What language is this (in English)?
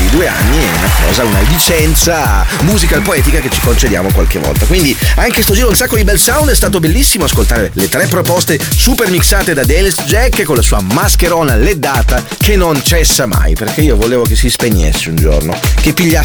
Italian